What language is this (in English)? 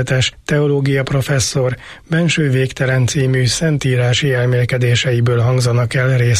Hungarian